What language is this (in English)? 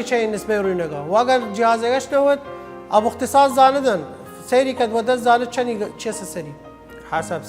Southern Kurdish